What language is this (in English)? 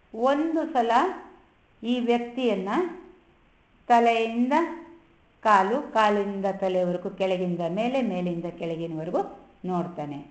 Kannada